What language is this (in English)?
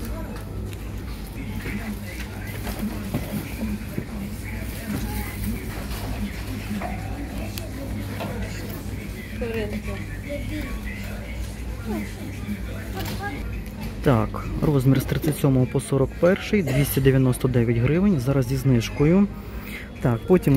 Ukrainian